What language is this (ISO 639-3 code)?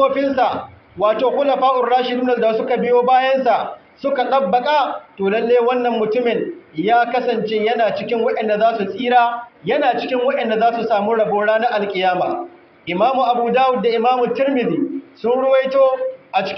hau